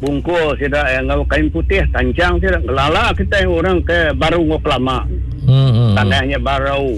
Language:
Iban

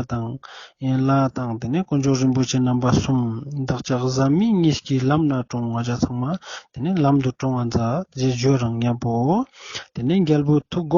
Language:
Ladakhi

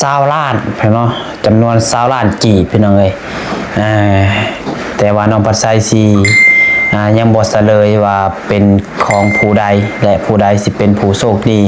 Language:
Lao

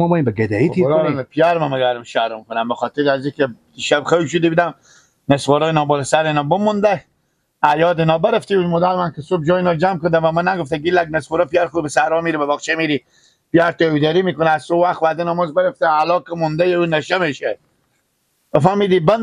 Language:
Persian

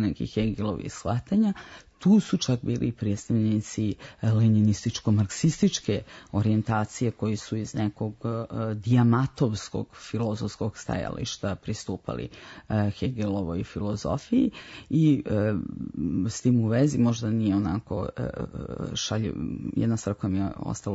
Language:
Serbian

